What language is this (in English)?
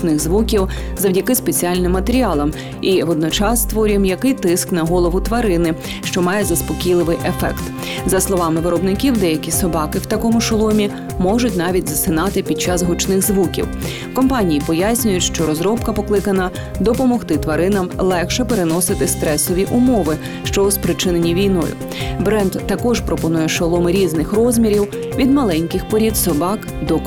Ukrainian